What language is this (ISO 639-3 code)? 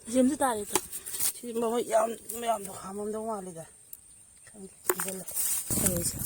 mni